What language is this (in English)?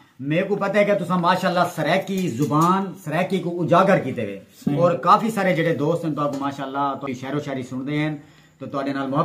Saraiki